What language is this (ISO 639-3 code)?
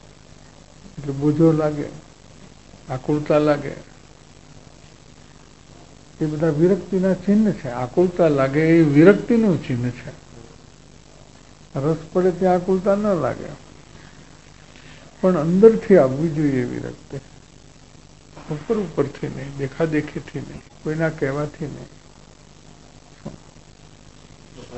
guj